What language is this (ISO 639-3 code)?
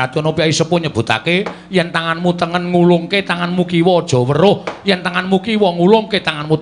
jav